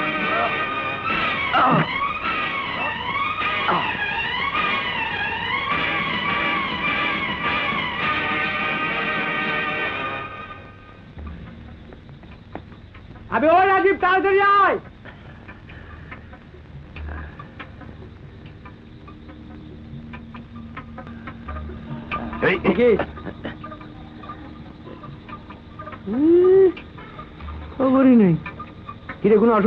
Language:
Bangla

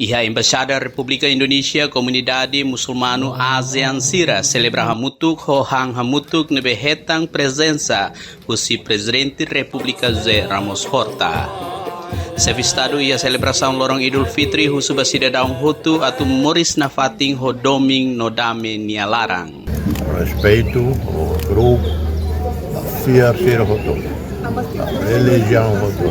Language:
Tetum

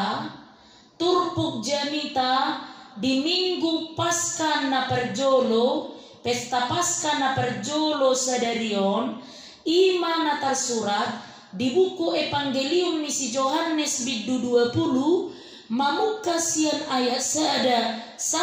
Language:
Batak Toba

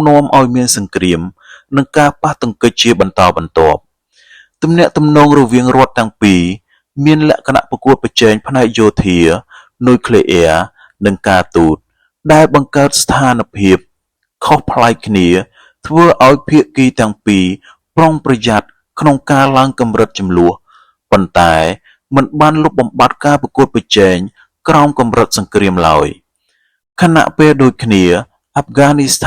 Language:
Khmer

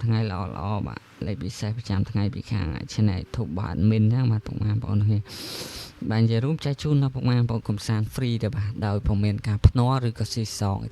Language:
Khmer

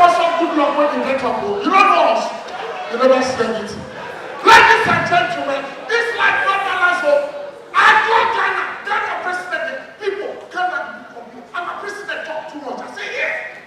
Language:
Nigerian Pidgin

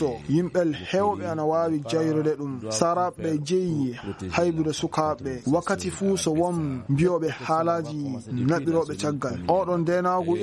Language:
Maasina Fulfulde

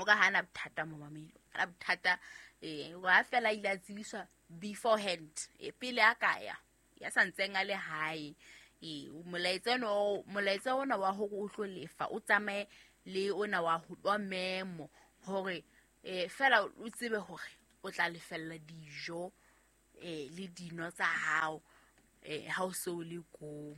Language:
Southern Sotho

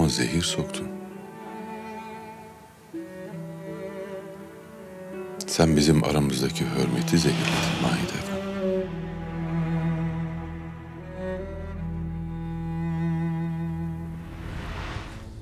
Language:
Turkish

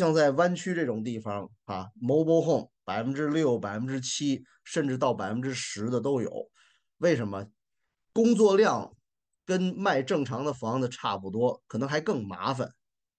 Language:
Chinese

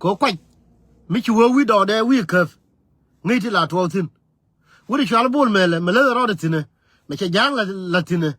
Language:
Nuer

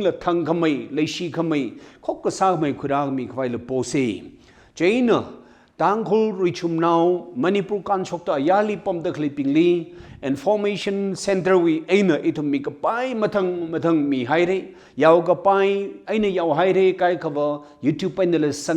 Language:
Tangkhul Naga (India)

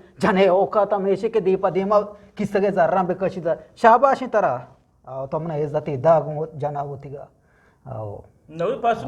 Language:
Eastern Balochi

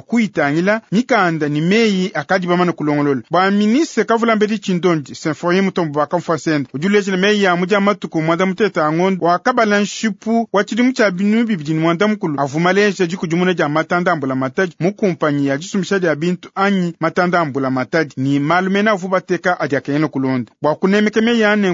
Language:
Luba-Lulua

